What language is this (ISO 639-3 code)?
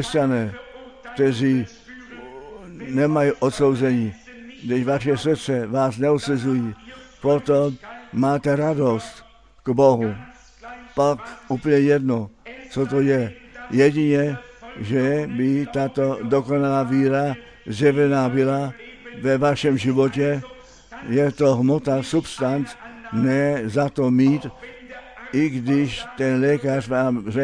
ces